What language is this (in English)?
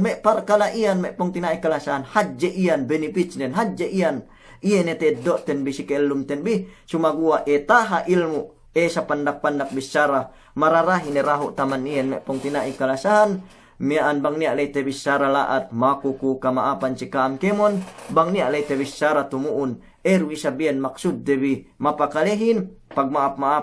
Yakan